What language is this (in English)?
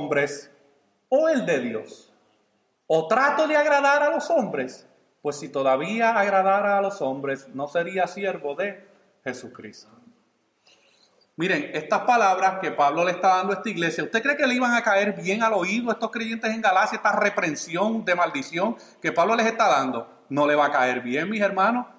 Spanish